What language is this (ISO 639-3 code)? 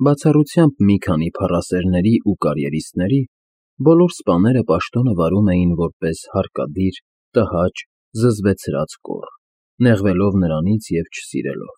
hye